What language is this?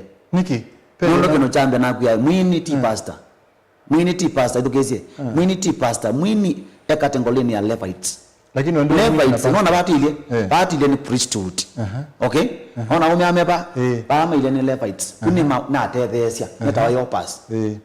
Kamba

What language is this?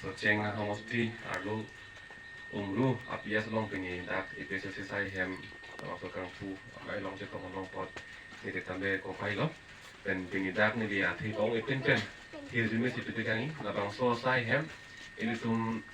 Karbi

